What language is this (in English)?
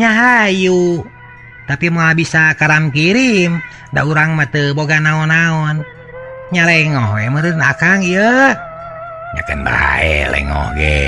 Sundanese